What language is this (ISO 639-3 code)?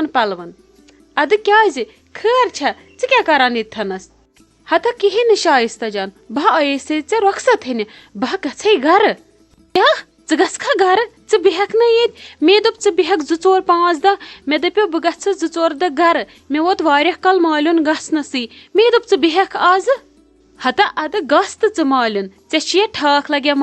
kas